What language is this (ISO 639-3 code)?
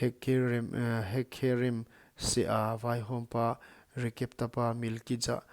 pck